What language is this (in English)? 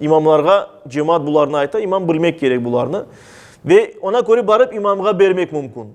Crimean Tatar